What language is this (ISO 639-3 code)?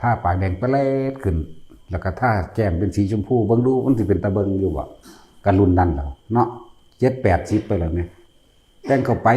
tts